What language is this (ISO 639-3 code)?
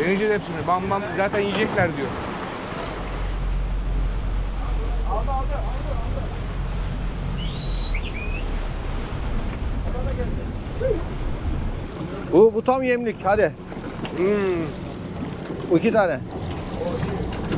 tur